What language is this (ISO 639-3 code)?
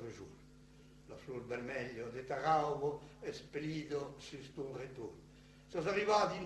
oci